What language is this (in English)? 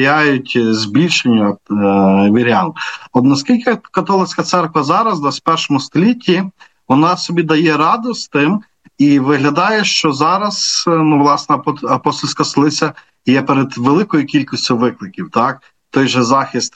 Ukrainian